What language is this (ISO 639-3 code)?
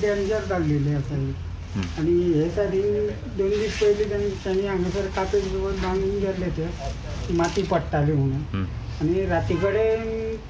kok